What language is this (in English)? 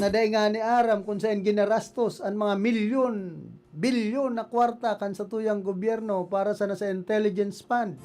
Bikol